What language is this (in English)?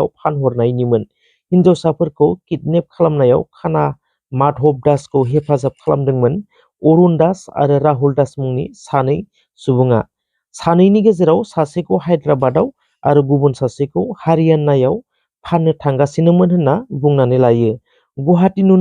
Bodo